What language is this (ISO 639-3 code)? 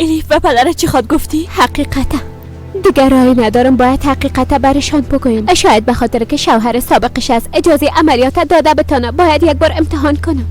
fas